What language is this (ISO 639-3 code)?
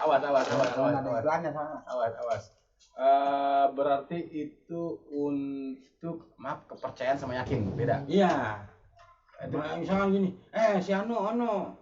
bew